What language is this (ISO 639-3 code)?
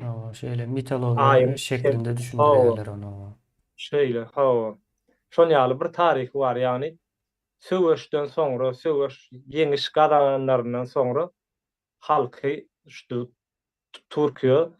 tuk